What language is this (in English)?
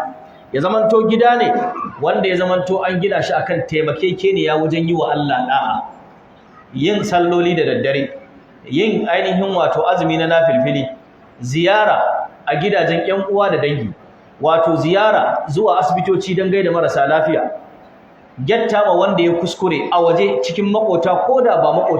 Hausa